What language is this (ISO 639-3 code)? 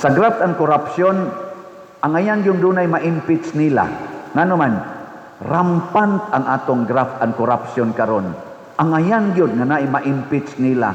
ceb